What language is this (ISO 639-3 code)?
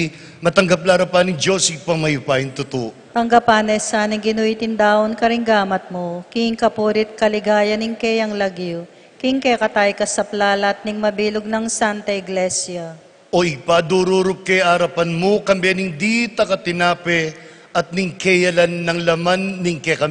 pam